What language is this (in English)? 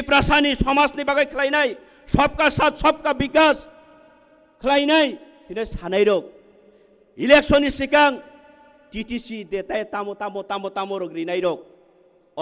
Kok Borok